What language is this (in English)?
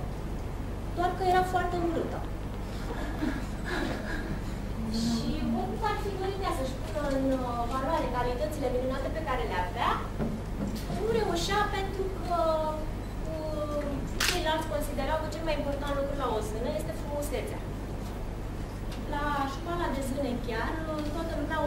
Romanian